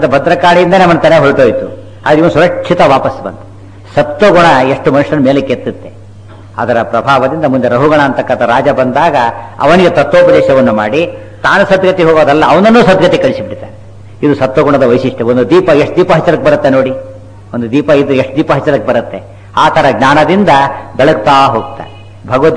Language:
Kannada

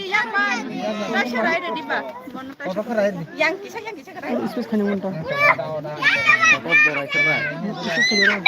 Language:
Kok Borok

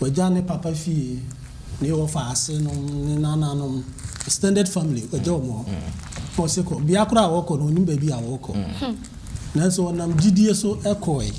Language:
Akan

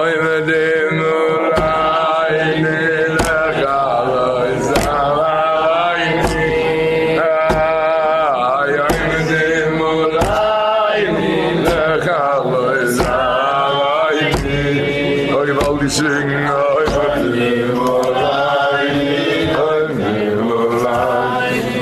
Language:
Yiddish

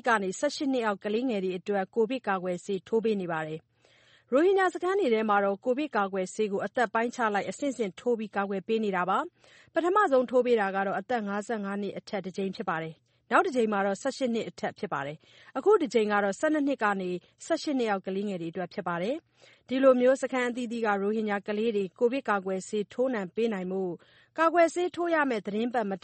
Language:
Burmese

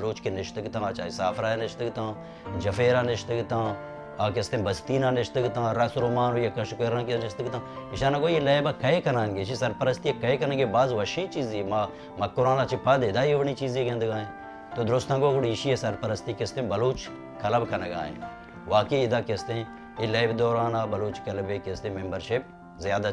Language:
Baluchi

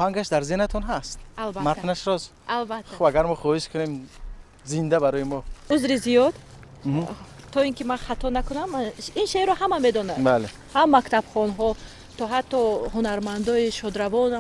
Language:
Tajik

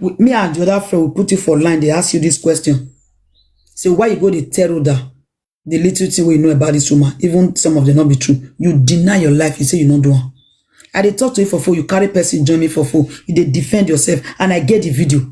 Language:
Nigerian Pidgin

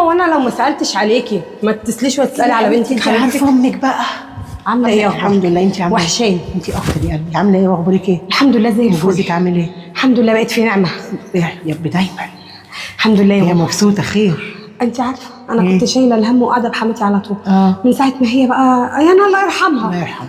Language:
Egyptian Arabic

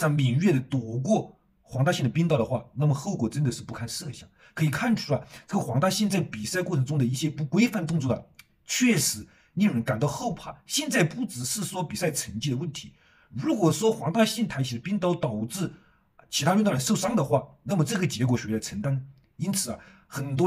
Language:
Chinese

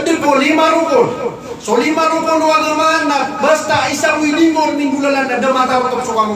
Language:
Maranao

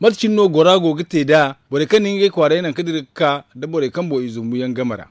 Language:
Zarma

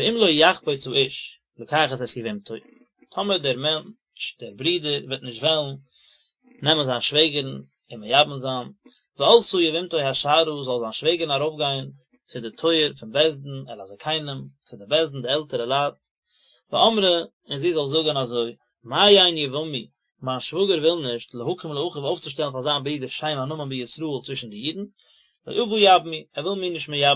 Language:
Yiddish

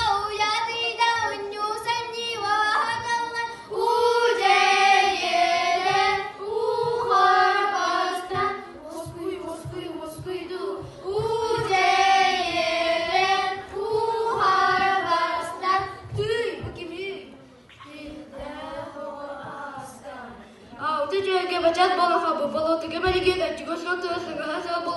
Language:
Yakut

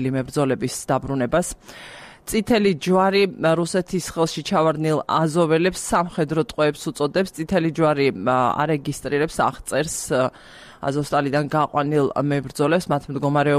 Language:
Georgian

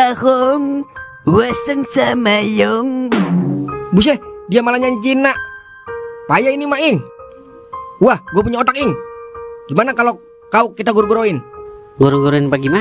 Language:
Betawi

